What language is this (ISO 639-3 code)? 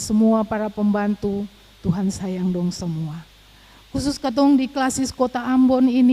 abs